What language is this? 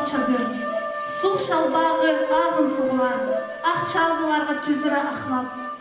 Khakas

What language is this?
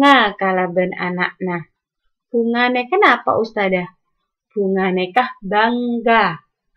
Madurese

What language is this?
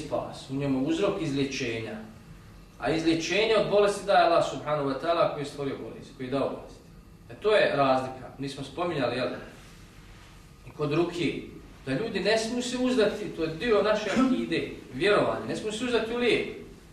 Bosnian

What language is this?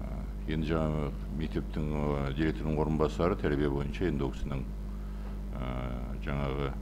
Kazakh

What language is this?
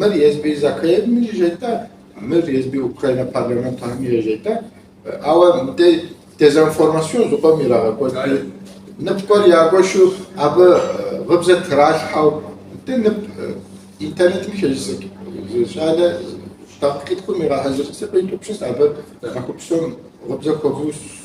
Kabardian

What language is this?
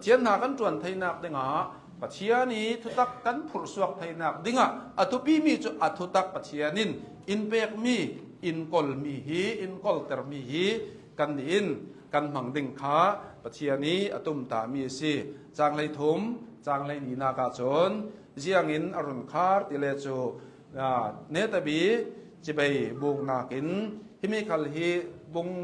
Hakha Chin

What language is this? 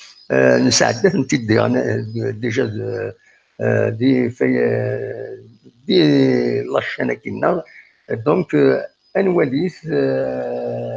Kabyle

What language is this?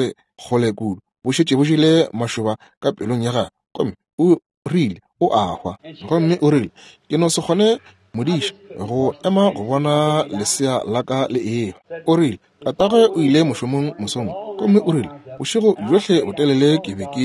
Northern Sotho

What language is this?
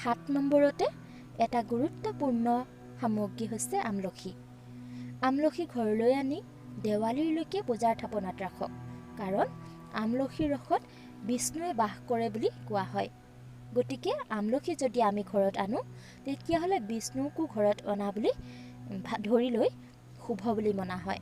Assamese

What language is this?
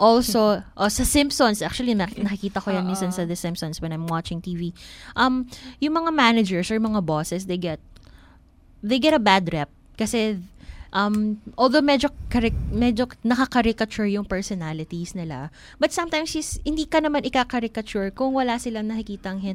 Filipino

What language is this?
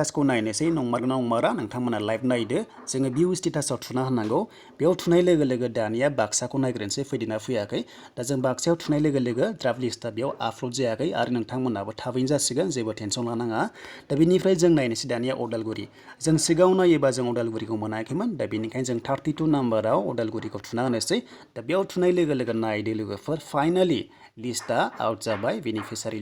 Bodo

